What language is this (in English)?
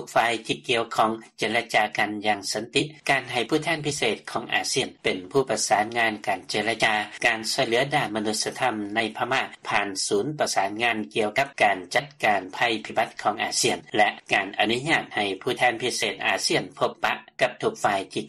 Lao